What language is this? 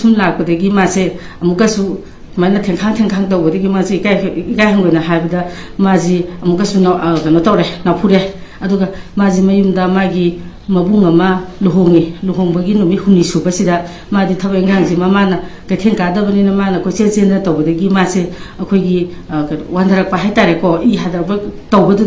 Manipuri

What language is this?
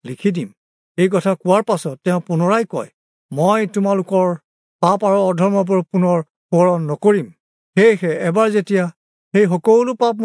Assamese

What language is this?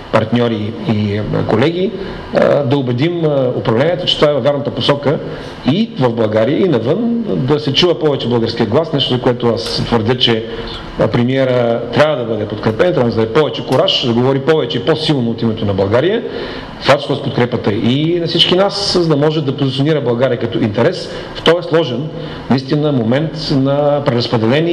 Bulgarian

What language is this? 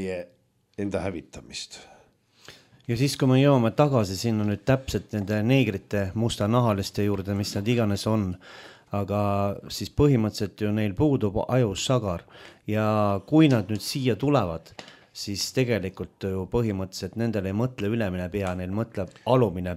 Estonian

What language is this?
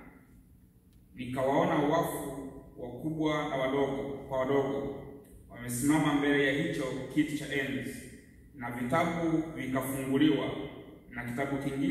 Swahili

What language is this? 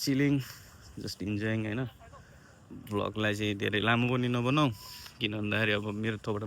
Nepali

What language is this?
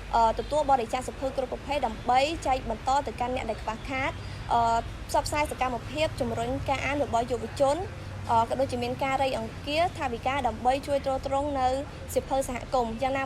Khmer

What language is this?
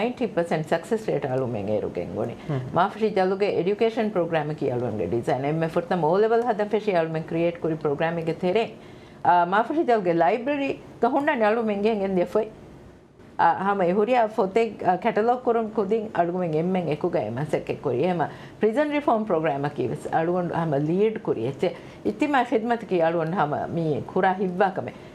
Divehi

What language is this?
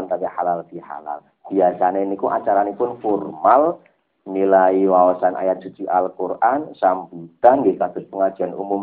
Javanese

